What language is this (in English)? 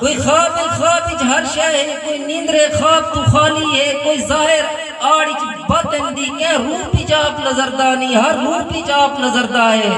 Saraiki